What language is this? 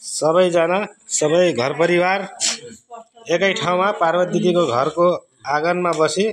Nepali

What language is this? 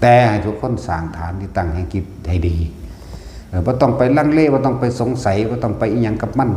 Northeastern Thai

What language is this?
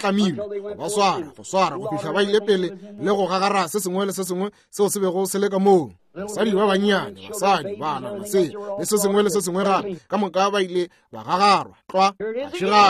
Northern Sotho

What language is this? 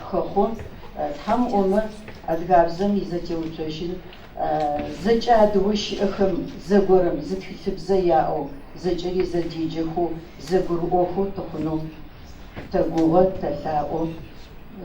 Adyghe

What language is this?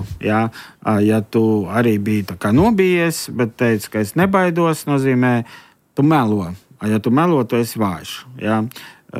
Latvian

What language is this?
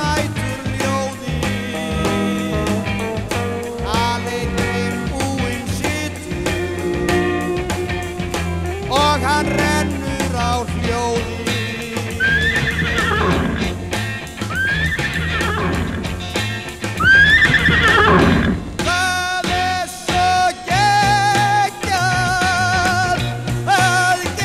Icelandic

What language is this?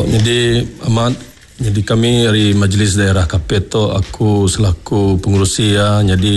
Malay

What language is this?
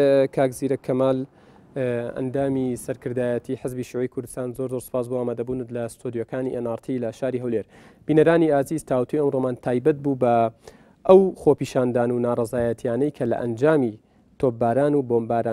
Central Kurdish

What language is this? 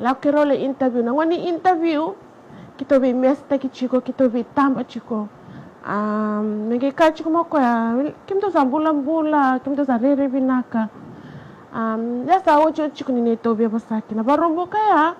Fijian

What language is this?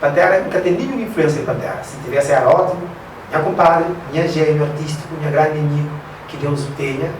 Kabuverdianu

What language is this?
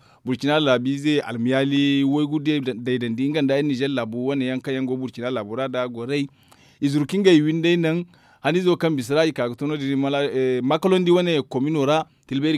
Zarma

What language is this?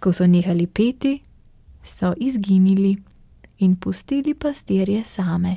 Slovenian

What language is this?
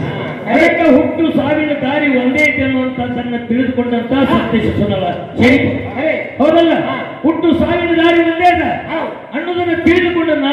Kannada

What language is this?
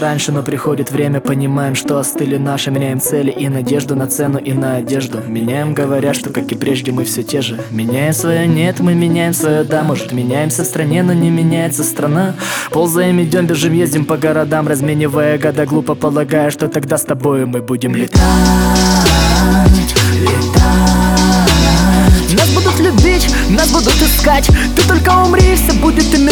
Russian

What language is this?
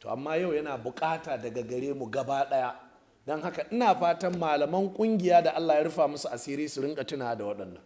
Hausa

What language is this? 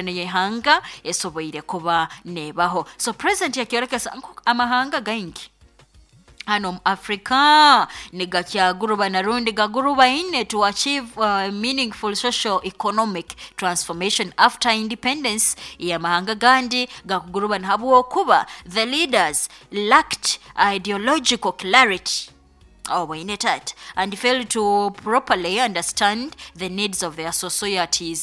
Nyoro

